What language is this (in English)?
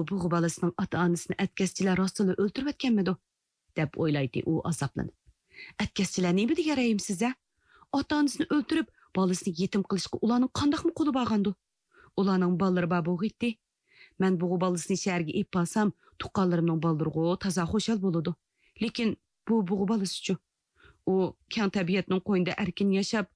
Uyghur